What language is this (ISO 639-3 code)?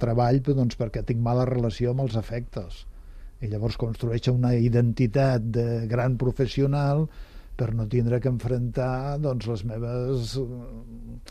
cat